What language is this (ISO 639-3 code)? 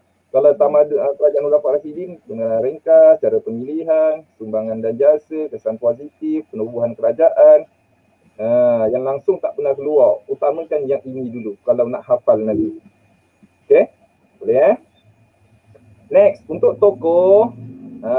msa